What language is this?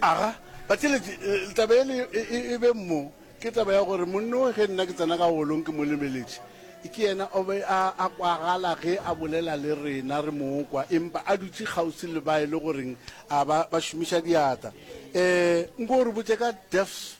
Northern Sotho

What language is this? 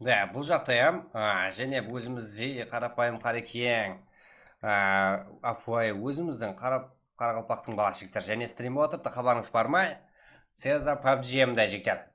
Kara-Kalpak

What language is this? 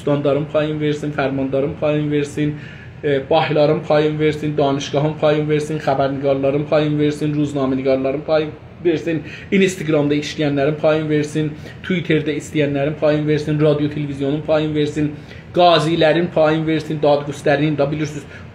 South Azerbaijani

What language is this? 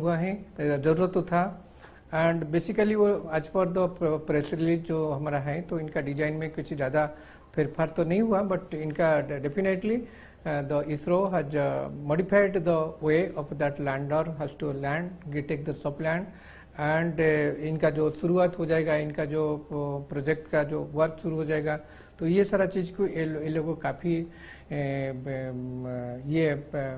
Gujarati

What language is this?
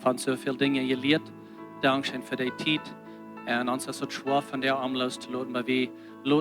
Plautdietsch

